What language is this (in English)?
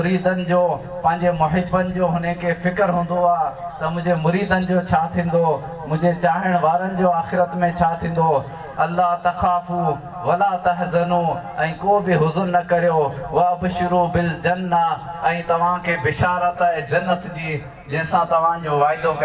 Sindhi